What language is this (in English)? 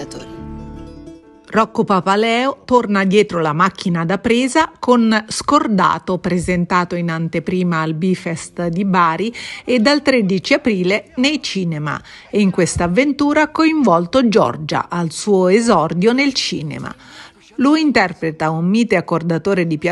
Italian